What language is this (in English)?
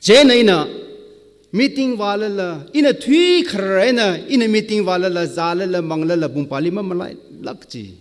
Tangkhul Naga (India)